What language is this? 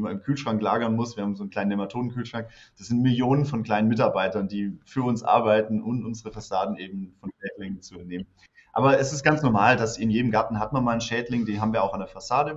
German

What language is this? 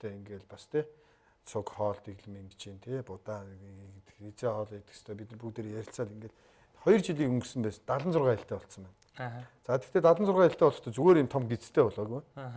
Mongolian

